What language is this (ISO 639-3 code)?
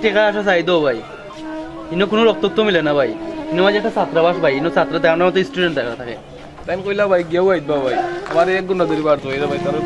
syl